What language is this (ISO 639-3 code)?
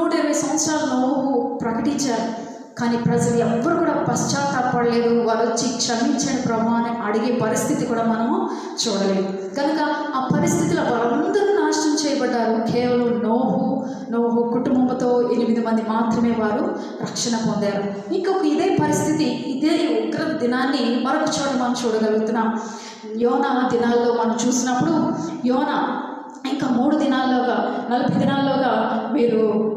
tel